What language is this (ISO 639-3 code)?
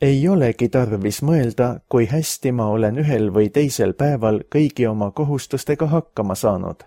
est